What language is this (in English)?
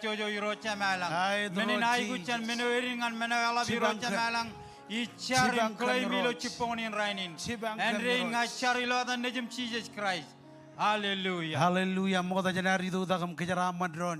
Marshallese